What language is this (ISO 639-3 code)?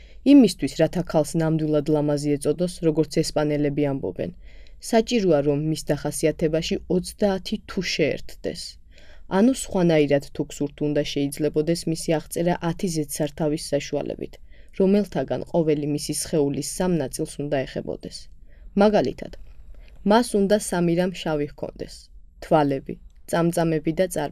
kat